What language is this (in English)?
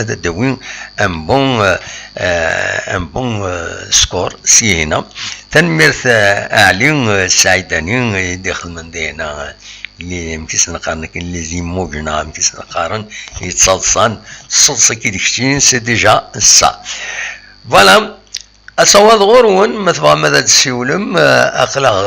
Kabyle